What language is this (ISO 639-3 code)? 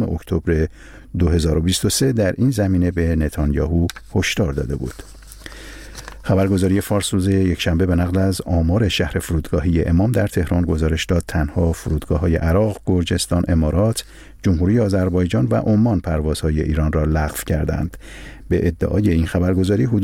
fas